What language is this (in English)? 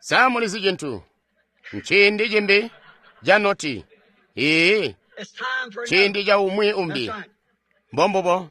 Tonga (Zambia)